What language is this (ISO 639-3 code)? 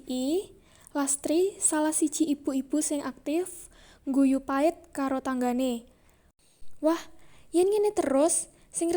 jav